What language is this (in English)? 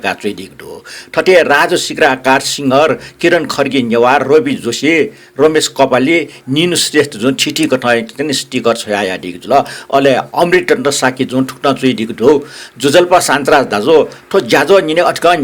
Newari